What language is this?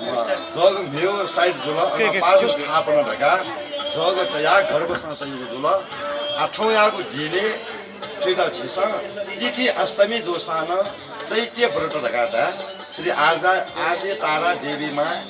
Newari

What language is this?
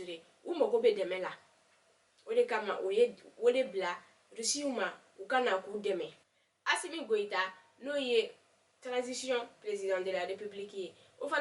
Bambara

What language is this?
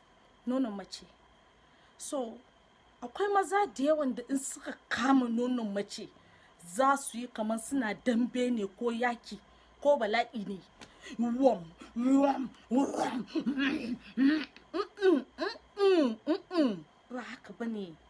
Hausa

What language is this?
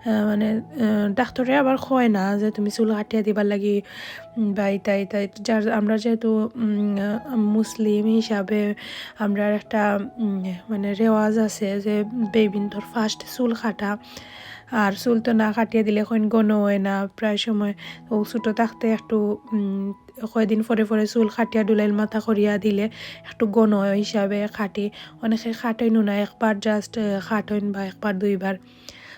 Sylheti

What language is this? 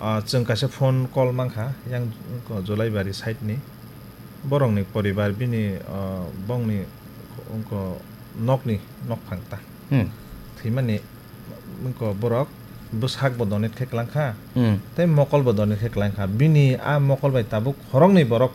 Kok Borok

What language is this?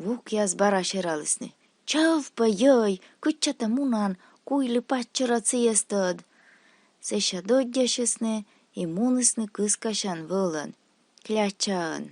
Komi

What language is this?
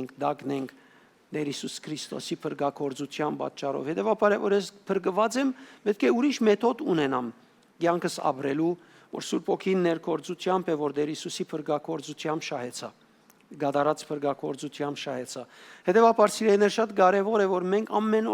Western Armenian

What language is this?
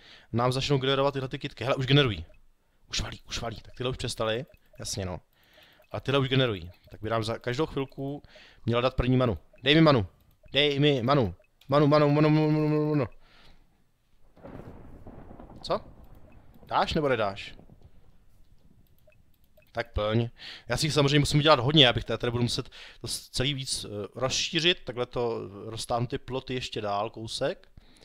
Czech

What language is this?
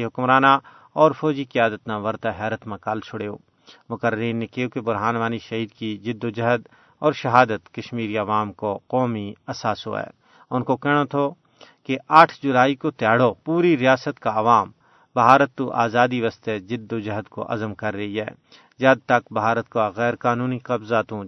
Gujari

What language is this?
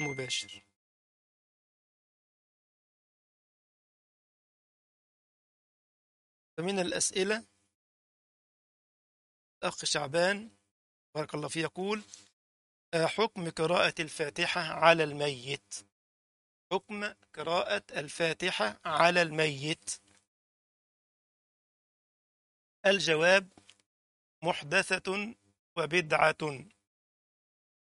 Arabic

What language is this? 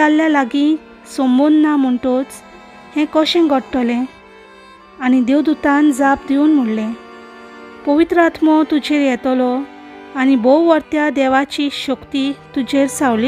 Konkani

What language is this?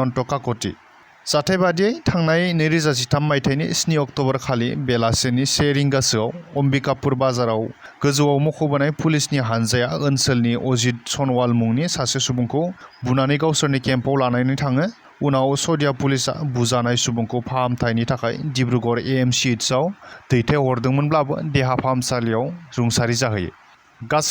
Bodo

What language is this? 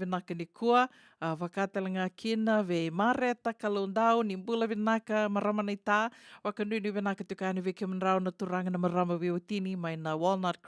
Fijian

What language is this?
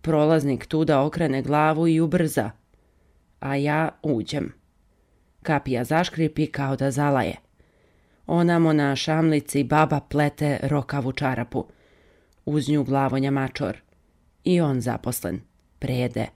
Serbian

